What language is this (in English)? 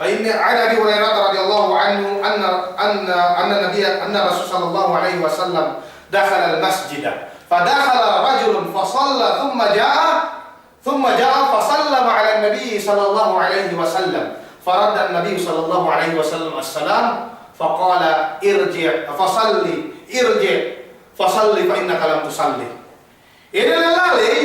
Yakan